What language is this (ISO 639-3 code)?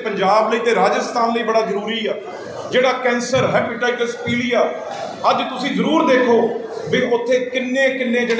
pan